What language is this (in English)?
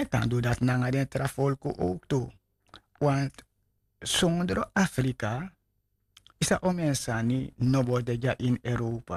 Sranan Tongo